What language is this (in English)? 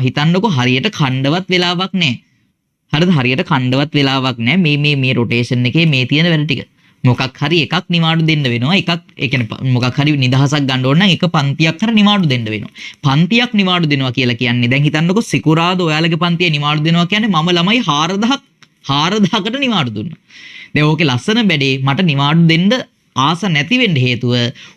Sinhala